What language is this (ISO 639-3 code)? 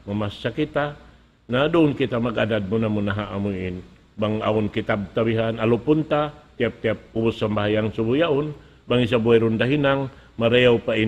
tsg